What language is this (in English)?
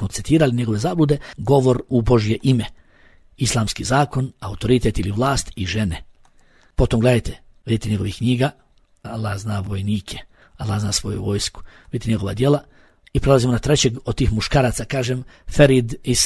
Bosnian